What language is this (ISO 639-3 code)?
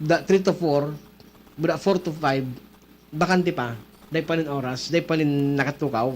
bik